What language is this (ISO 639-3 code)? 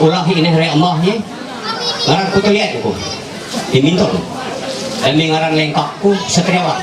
mhy